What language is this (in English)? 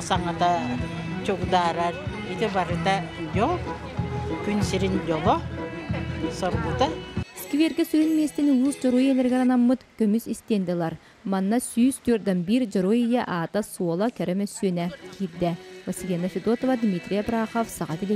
Yakut